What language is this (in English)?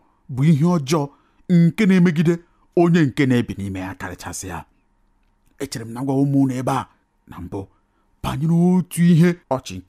Igbo